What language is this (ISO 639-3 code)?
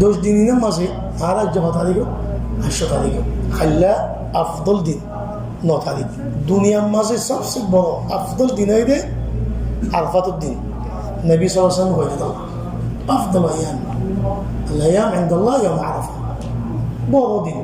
rhg